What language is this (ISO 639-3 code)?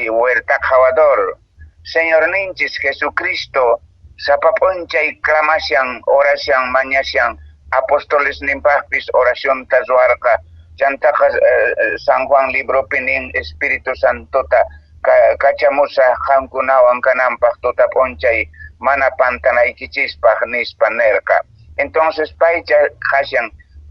que